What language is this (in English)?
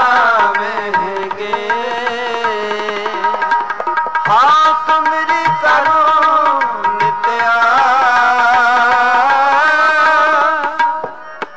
Punjabi